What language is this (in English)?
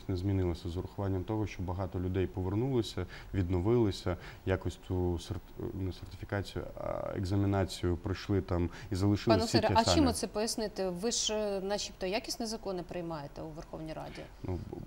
Ukrainian